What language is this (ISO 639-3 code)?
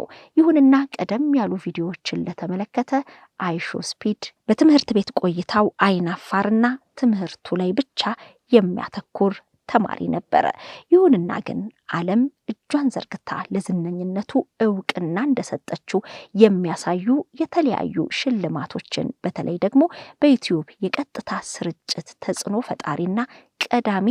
amh